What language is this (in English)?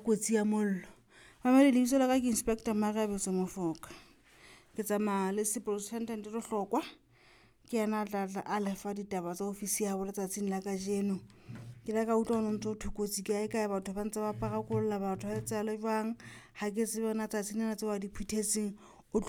Southern Sotho